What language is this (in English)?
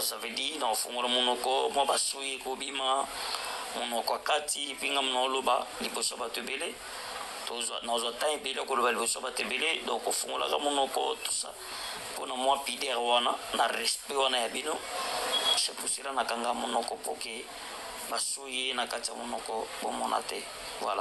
Lingala